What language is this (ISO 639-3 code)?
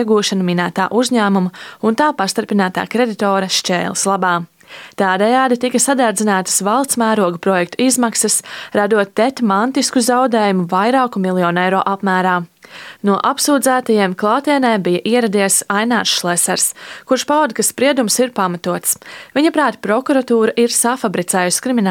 lav